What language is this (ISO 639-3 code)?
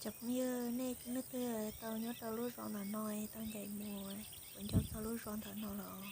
hmn